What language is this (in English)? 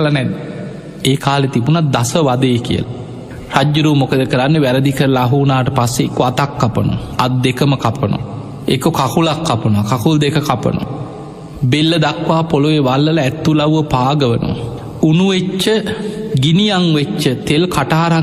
Sinhala